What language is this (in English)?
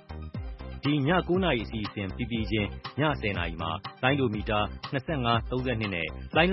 Burmese